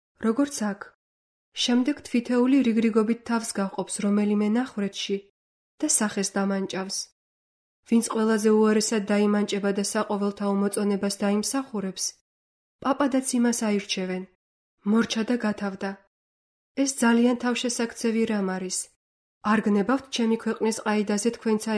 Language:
Georgian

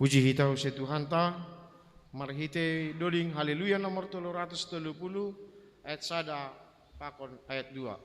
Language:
Batak Simalungun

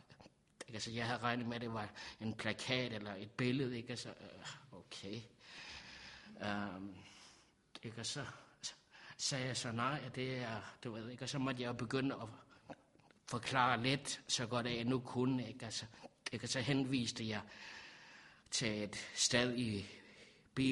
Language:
Danish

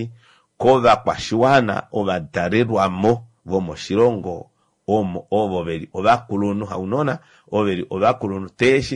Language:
Kuanyama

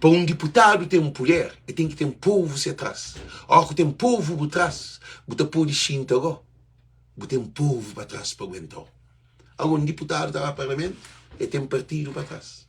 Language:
Kabuverdianu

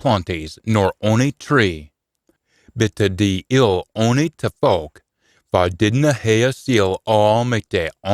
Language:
Scots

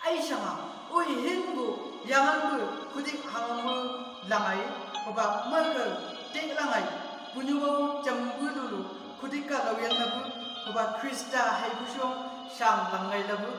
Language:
Chang Naga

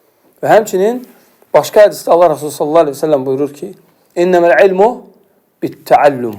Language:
Azerbaijani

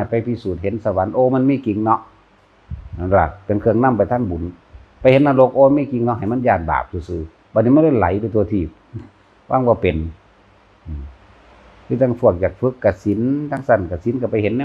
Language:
Northeastern Thai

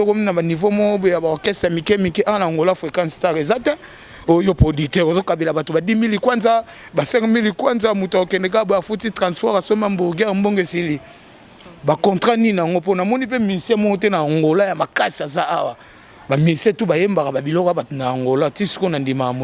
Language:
Lingala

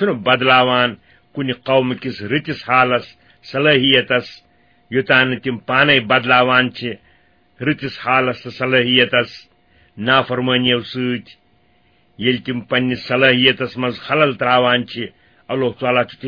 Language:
Kashmiri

